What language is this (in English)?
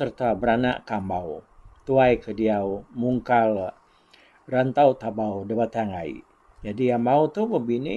Iban